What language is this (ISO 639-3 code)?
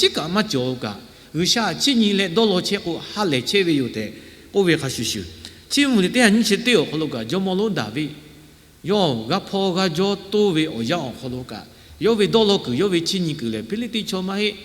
lhu